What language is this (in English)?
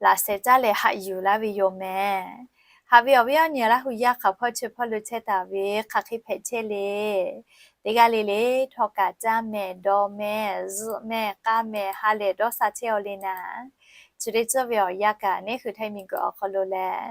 Lahu